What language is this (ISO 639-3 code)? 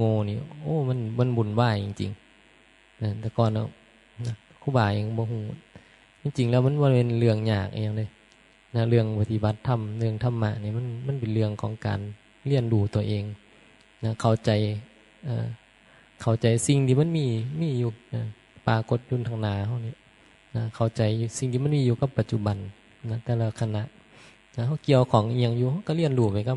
tts